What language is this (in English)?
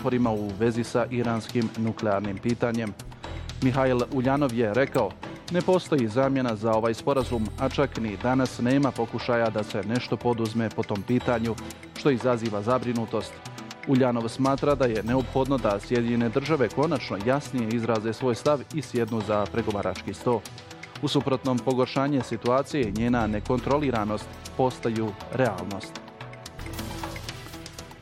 Bosnian